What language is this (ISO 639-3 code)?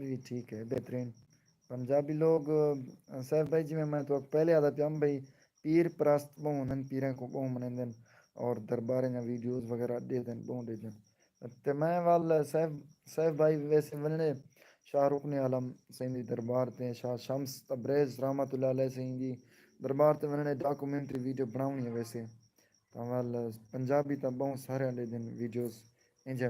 skr